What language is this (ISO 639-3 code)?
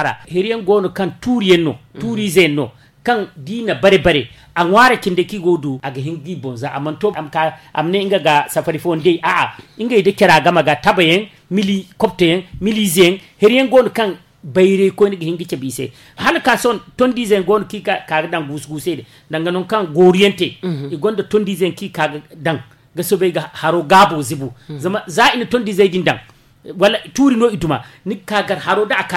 dje